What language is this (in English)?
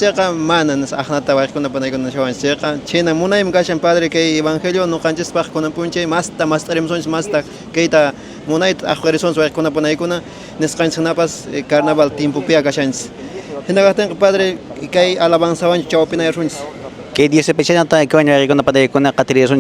Quechua